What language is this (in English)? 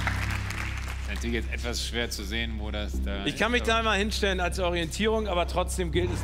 German